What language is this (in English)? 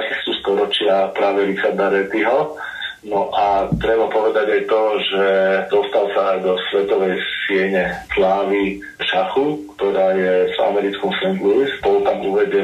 Slovak